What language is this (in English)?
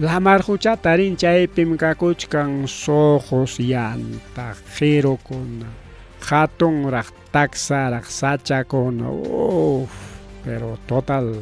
Ayacucho Quechua